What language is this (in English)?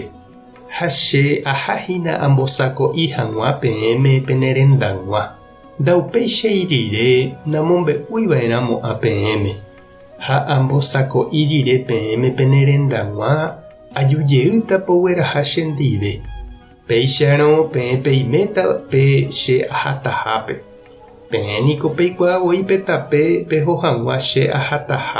Guarani